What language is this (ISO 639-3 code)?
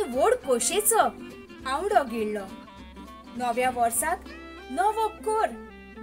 kok